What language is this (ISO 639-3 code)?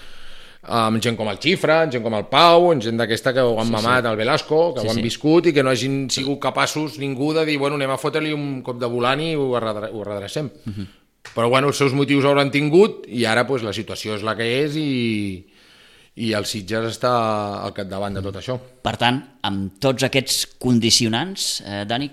cat